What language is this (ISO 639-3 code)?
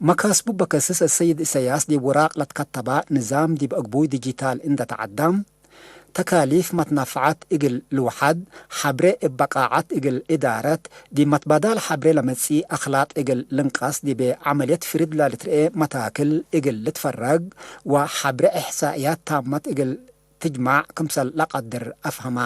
tig